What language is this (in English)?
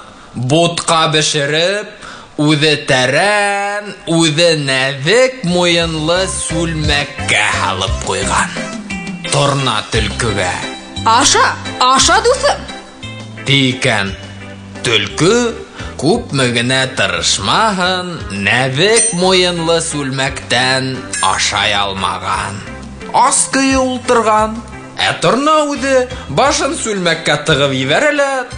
Bashkir